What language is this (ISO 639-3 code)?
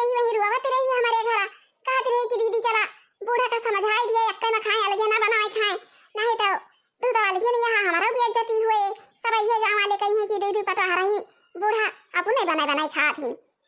awa